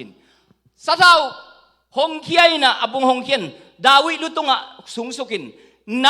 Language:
Tedim Chin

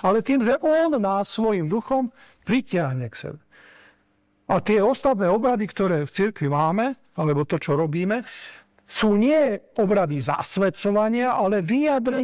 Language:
Slovak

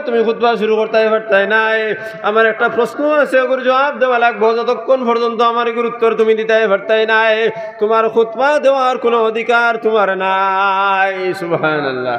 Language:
Sylheti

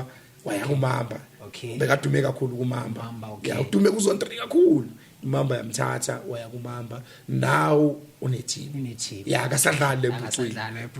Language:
Zulu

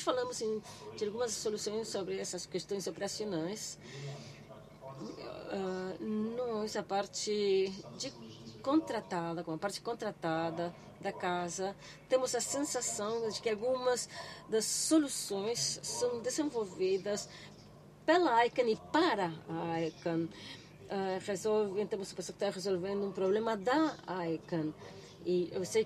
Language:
Portuguese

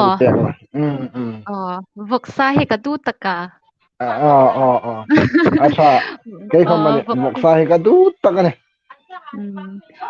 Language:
Hmar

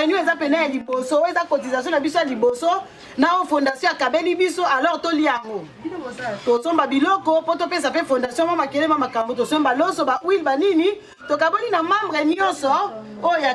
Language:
Lingala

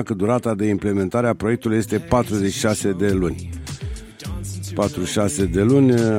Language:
Romanian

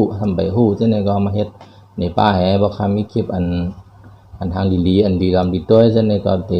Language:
Shan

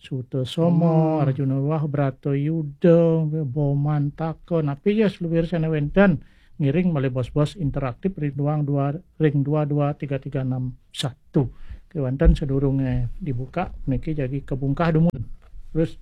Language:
Balinese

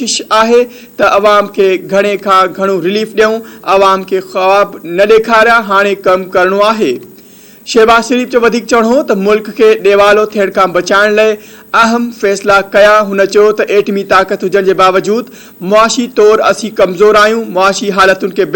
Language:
Sindhi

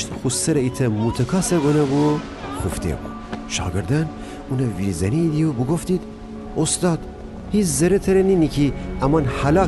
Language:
Gilaki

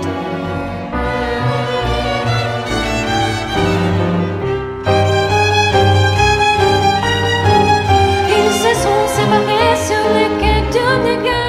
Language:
French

